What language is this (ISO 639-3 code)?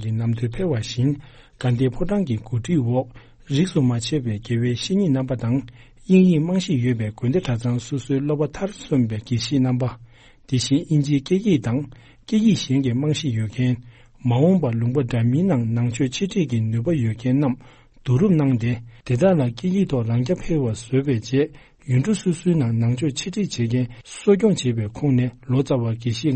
bod